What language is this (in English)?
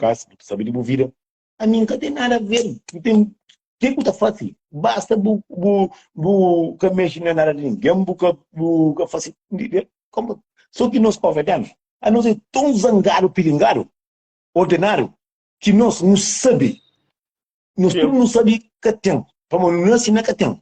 Kabuverdianu